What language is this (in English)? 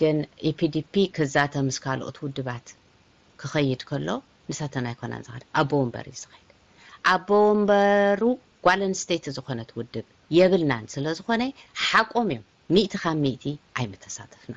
Tigrinya